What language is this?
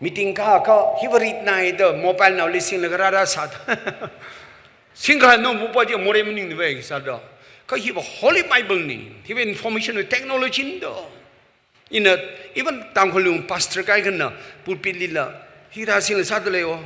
Tangkhul Naga (India)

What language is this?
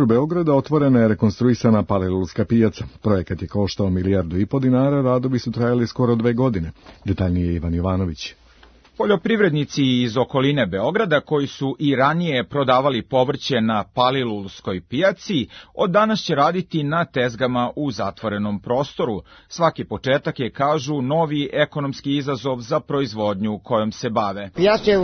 Serbian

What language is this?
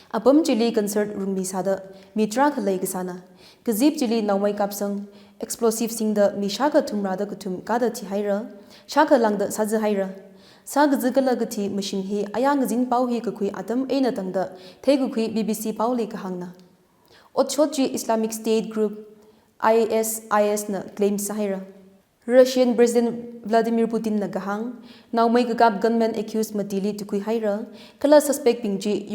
Tangkhul Naga (India)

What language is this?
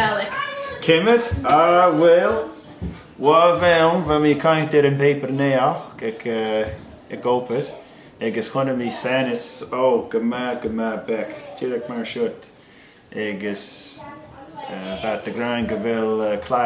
Scottish Gaelic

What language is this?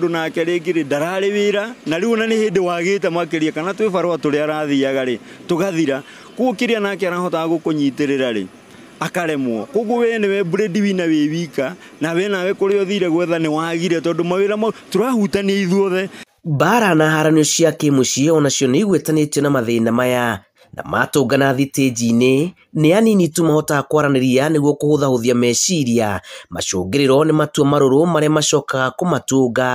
Kikuyu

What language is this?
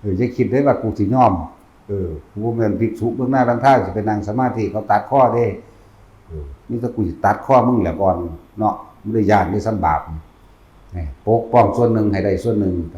Northeastern Thai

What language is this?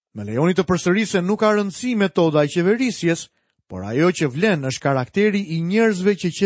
Albanian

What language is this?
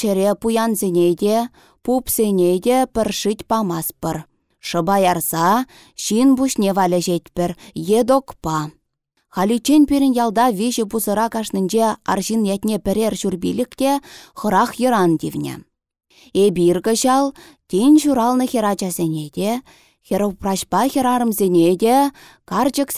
Chuvash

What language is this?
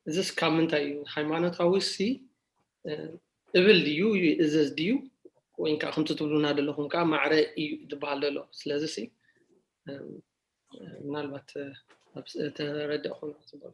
Tigrinya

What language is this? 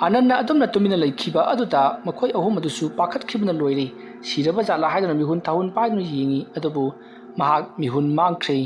Manipuri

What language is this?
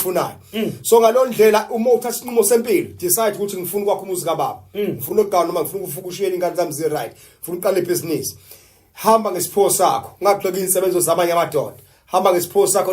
Zulu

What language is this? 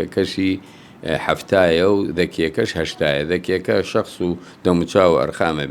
Central Kurdish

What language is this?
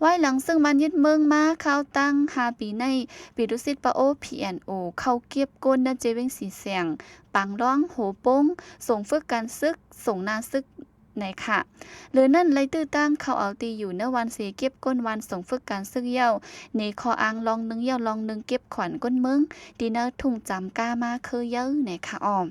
Shan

